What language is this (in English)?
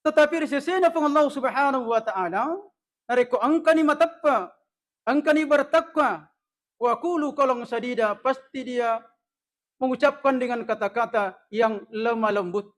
Buginese